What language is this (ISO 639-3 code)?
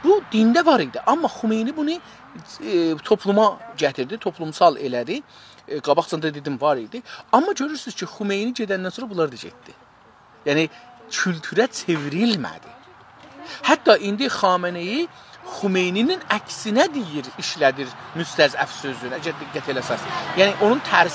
azb